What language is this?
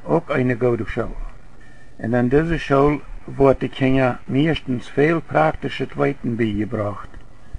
Plautdietsch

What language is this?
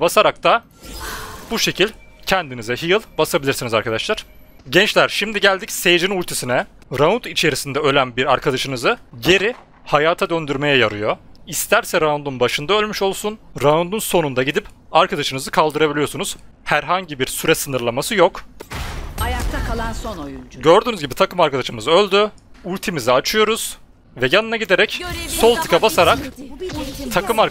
Turkish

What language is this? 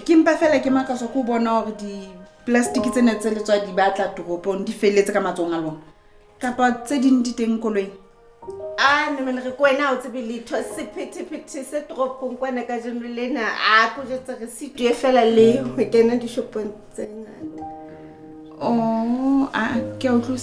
Southern Sotho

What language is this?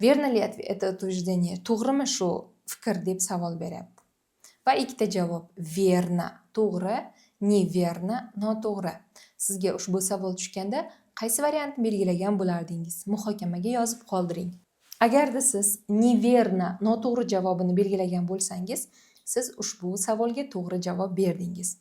Uzbek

